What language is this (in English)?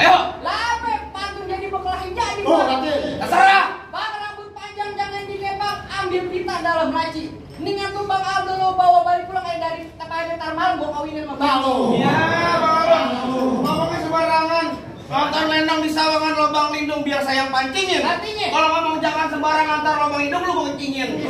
Betawi